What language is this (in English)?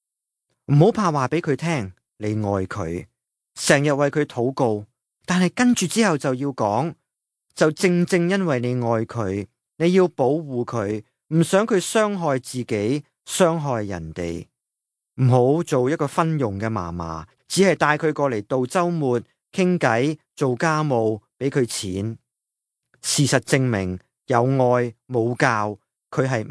Cantonese